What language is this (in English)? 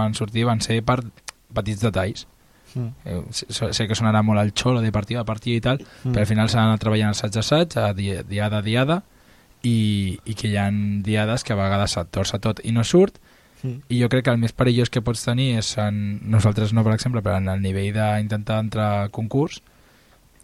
Catalan